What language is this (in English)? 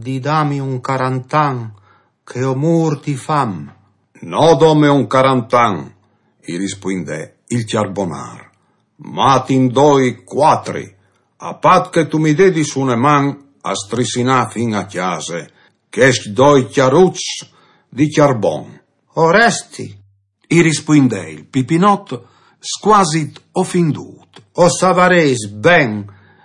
Friulian